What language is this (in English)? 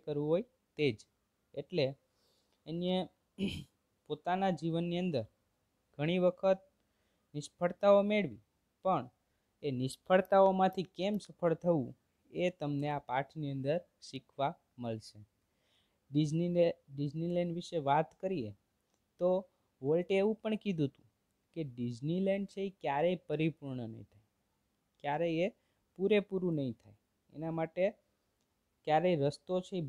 Gujarati